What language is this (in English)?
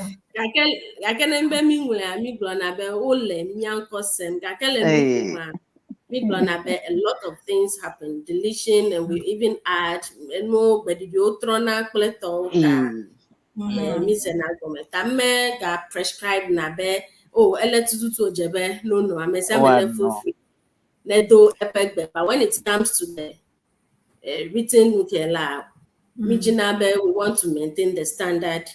Ewe